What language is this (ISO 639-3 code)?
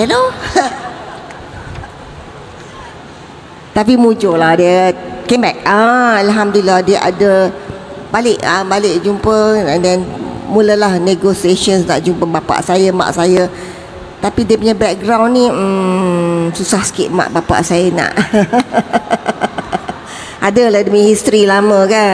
msa